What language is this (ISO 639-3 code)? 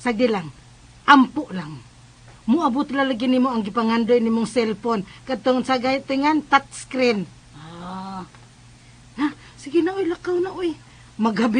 ceb